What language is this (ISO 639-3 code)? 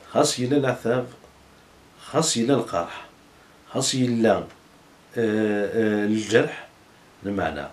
kab